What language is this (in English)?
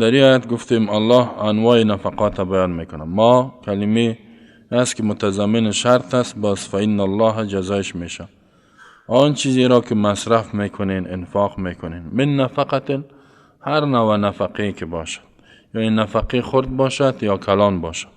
Persian